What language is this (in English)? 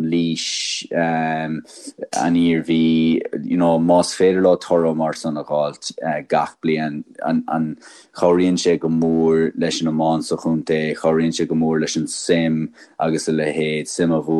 Irish